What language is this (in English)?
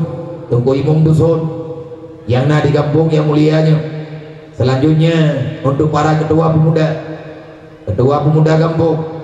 Achinese